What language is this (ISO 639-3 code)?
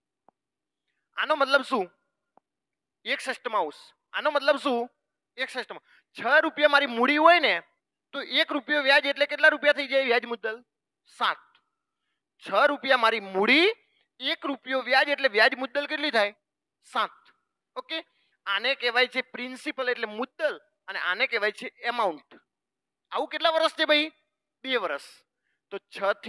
guj